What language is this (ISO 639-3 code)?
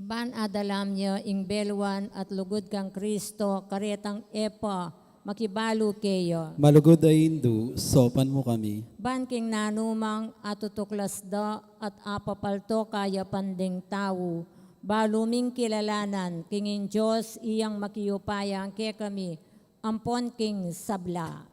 pam